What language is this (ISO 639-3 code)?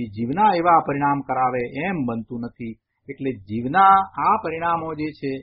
guj